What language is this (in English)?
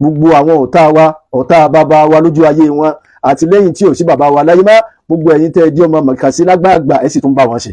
Yoruba